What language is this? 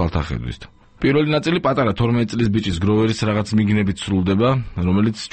Georgian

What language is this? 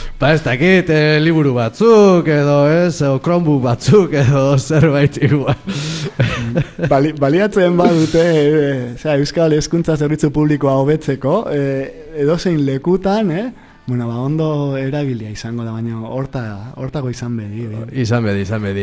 Basque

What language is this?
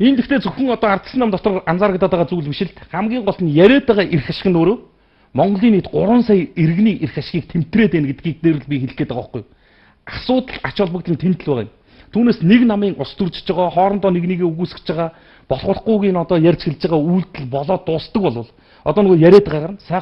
Mongolian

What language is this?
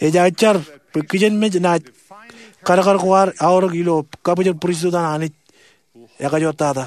Marshallese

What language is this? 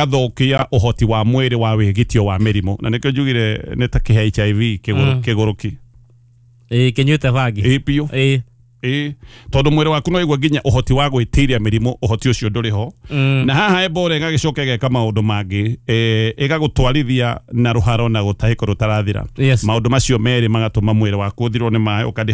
Kikuyu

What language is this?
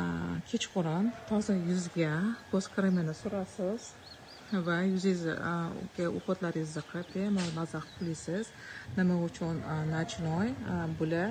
Uzbek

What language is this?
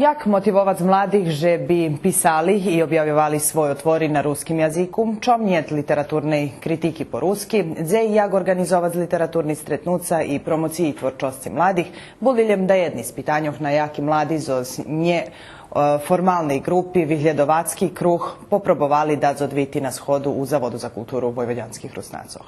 Rusyn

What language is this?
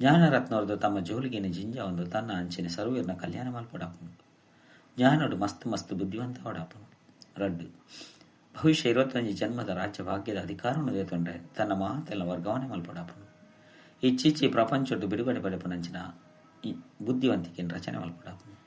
Tulu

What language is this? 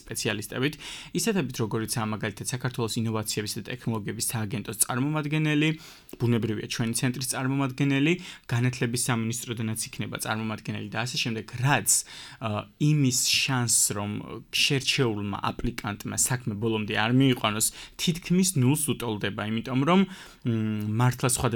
Georgian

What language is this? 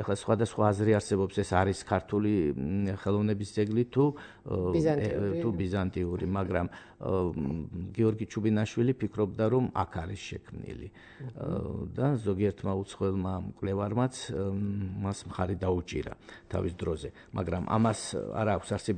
Georgian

